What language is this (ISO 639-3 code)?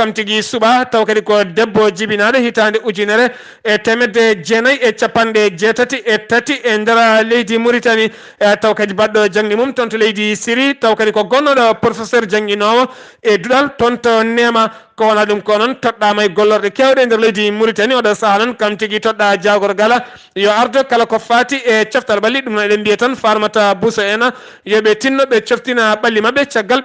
ful